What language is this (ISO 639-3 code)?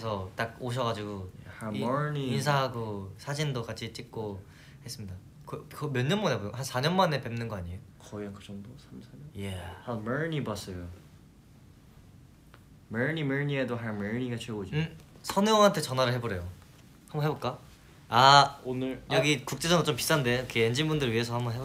kor